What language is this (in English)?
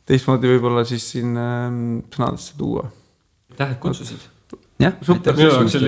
Estonian